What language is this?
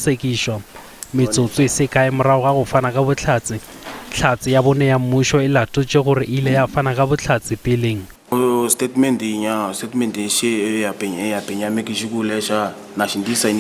Northern Sotho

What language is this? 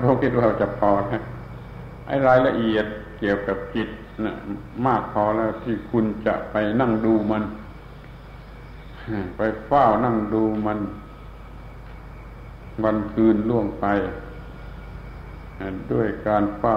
Thai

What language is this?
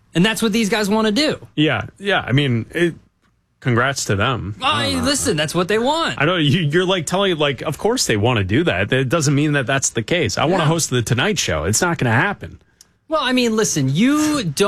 English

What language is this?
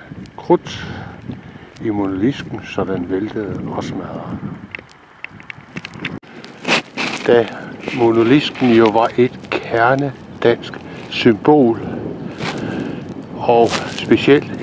Danish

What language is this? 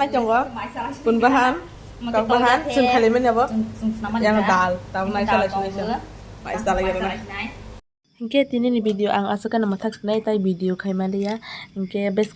Kok Borok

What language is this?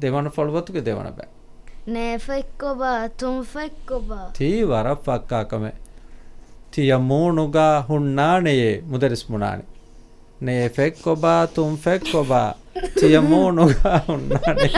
Divehi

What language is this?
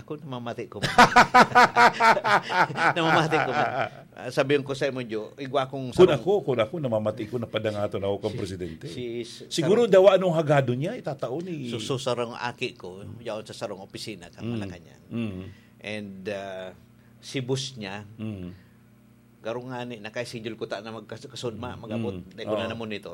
Bikol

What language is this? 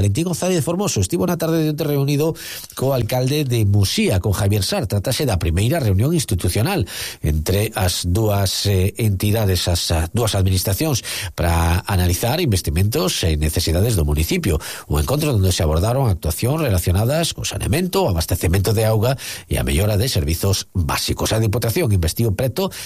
Galician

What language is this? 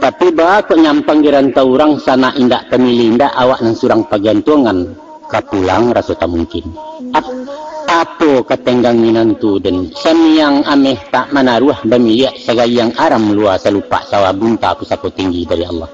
Minangkabau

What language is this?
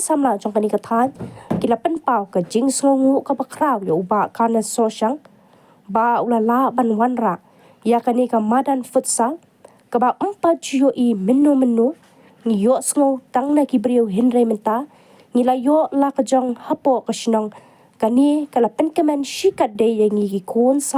Khasi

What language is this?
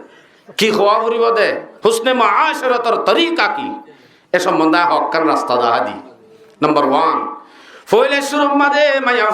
Rohingya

